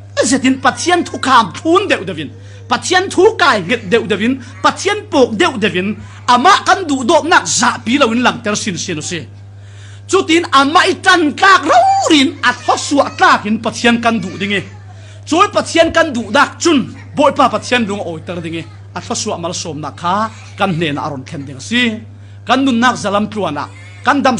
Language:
Falam Chin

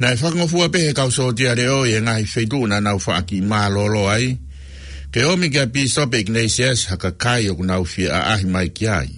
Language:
Tongan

